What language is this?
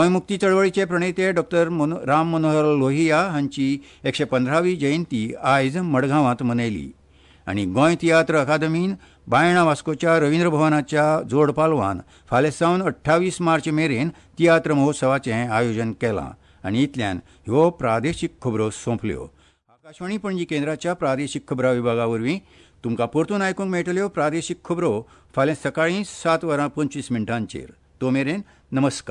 Konkani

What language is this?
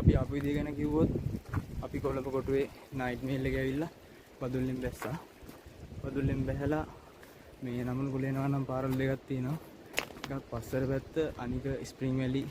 Sinhala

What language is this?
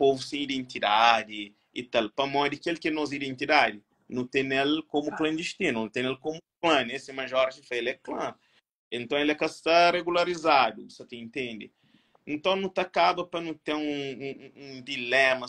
Kabuverdianu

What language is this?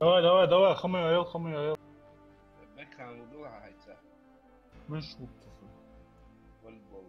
Ingush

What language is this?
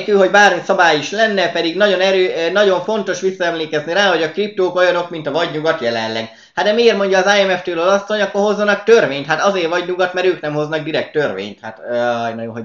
Hungarian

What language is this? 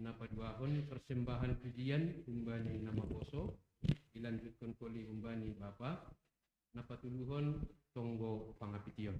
Batak Simalungun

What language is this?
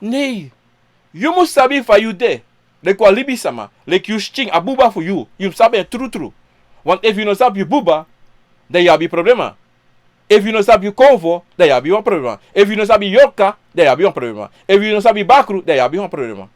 Sranan Tongo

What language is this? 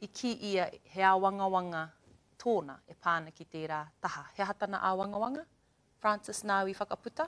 Māori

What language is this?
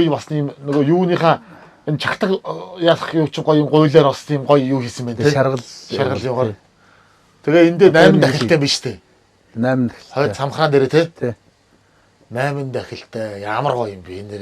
Mongolian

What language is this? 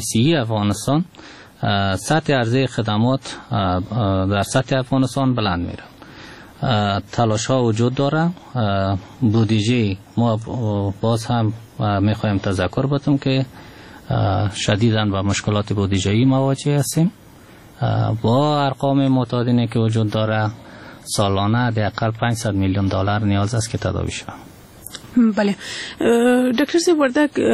Persian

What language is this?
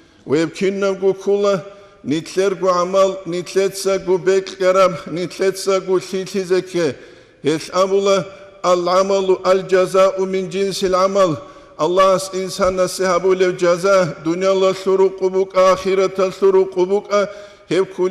Avaric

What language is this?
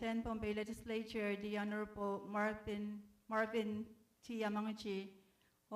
Pohnpeian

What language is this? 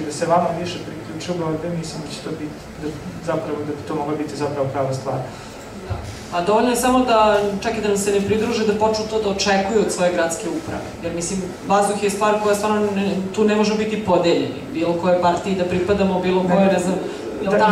Serbian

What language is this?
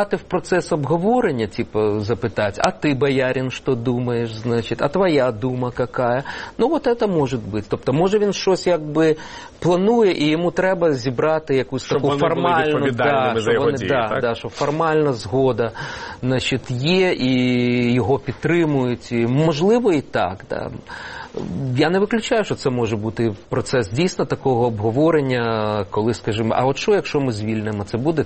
Ukrainian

